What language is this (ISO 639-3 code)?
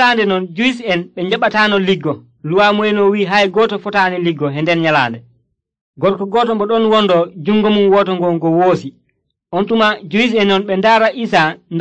fuv